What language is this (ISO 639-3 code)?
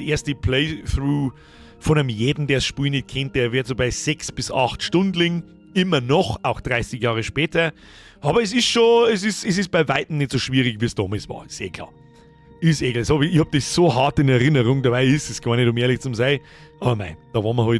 bar